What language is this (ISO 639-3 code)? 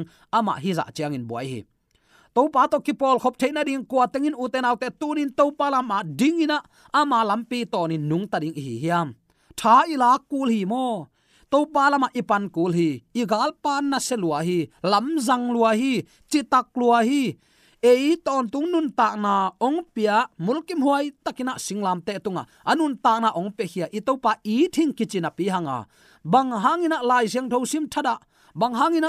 ctd